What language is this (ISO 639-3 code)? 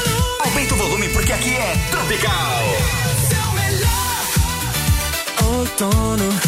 por